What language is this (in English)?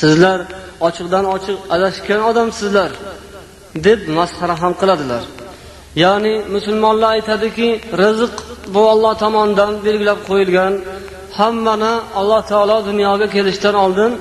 Uzbek